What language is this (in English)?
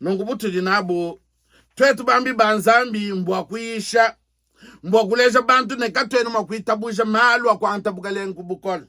Luba-Lulua